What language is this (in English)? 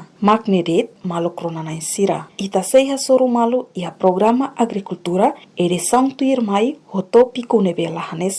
Tetum